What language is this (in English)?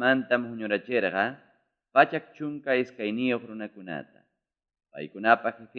Ayacucho Quechua